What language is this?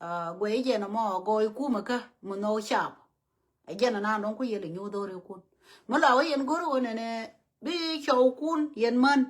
Nuer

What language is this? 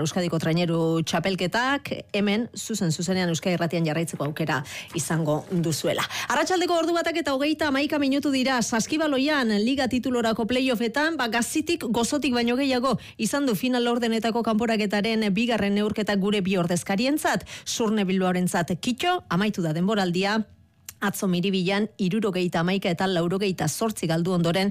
Basque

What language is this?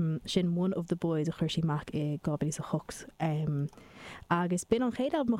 Irish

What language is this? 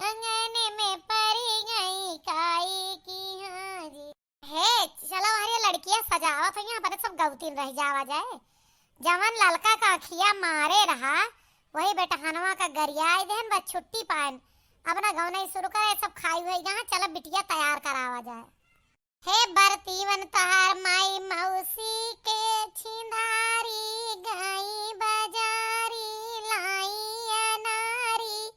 Awadhi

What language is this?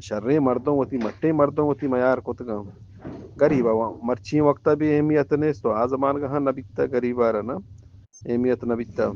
Eastern Balochi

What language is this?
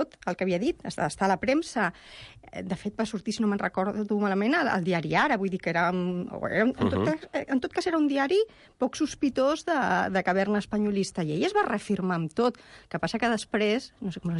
Catalan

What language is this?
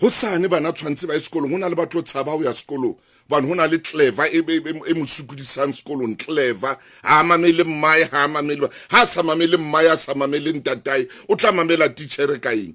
Southern Sotho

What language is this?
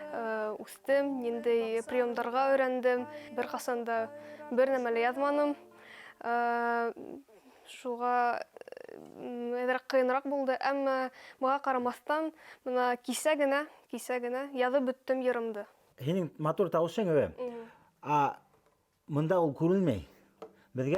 Bashkir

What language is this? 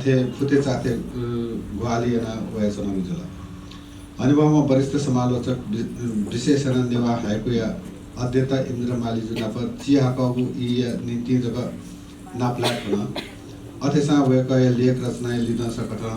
Newari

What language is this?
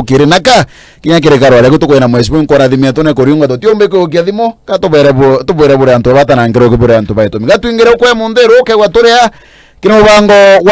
Meru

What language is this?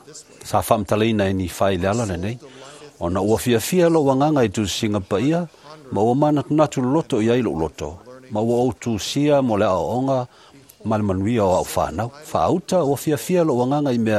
Samoan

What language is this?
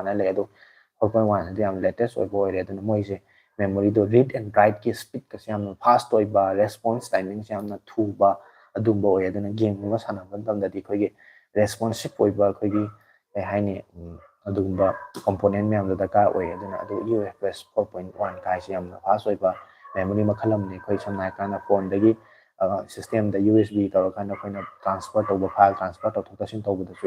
Manipuri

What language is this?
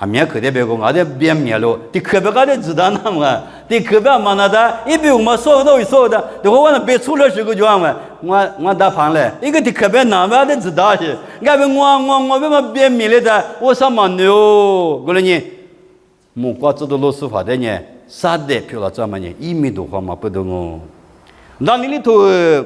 Lisu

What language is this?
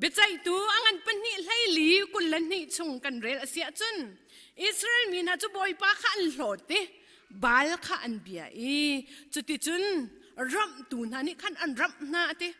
Hakha Chin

